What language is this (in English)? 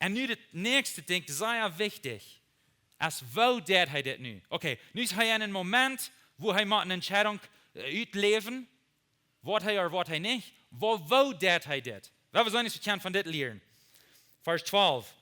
Plautdietsch